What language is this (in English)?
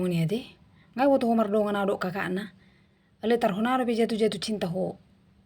Batak Toba